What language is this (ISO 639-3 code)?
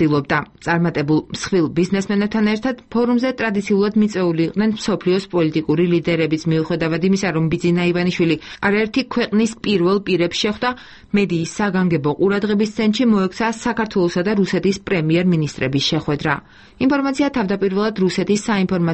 kat